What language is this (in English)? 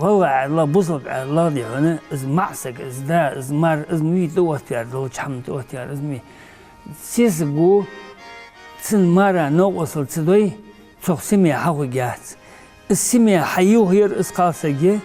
Ingush